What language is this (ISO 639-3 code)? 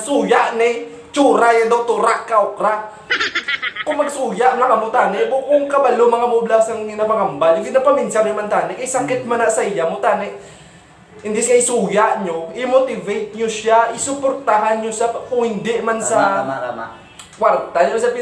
hil